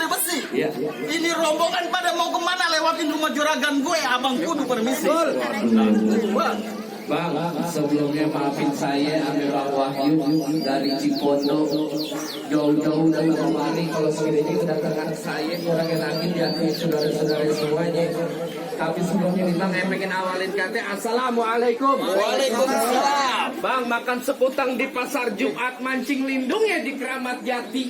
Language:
Betawi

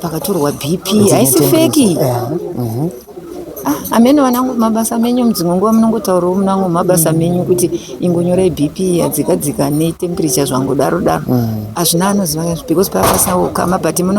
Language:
Shona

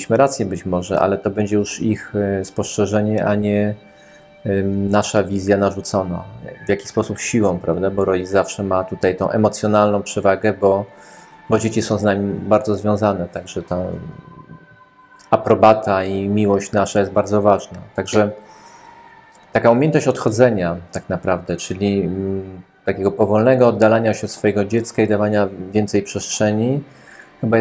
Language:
Polish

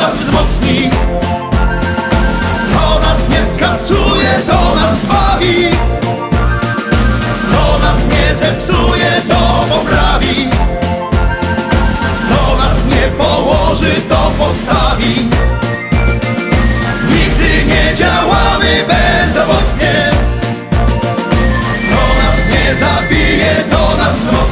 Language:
Polish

